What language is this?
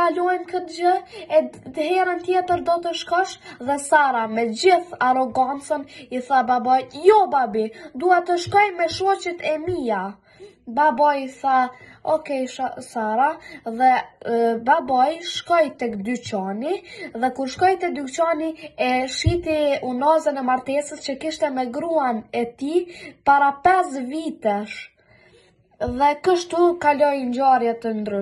Albanian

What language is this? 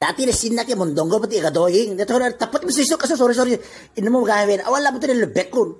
Itawit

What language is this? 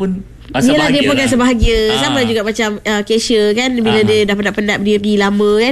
Malay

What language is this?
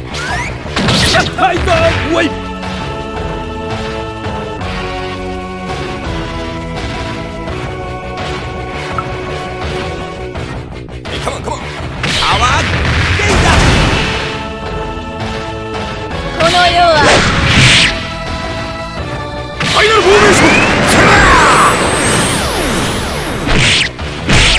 Japanese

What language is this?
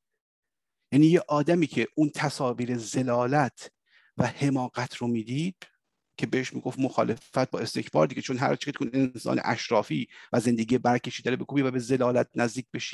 Persian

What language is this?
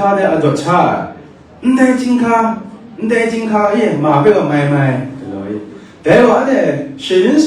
Kachin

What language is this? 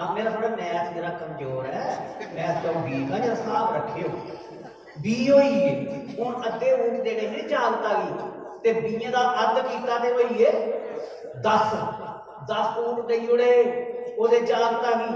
Dogri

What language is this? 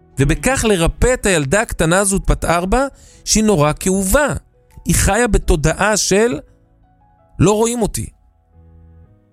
Hebrew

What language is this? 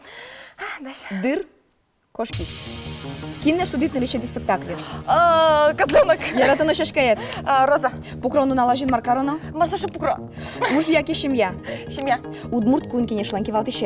Udmurt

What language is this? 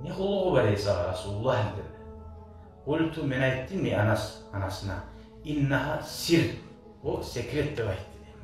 Kumyk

